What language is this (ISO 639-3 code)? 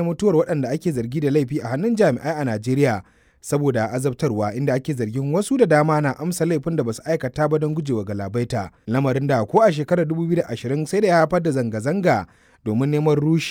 hau